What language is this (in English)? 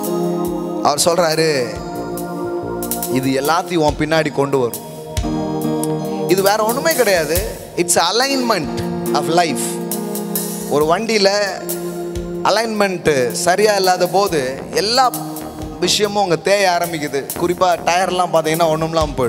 Tamil